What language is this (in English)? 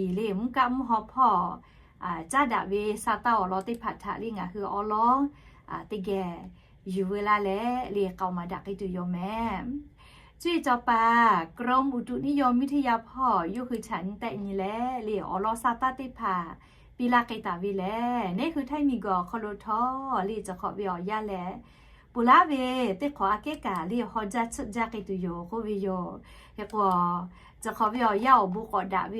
Lahu